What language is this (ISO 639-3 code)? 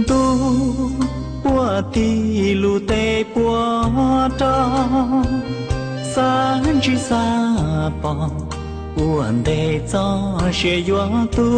hmn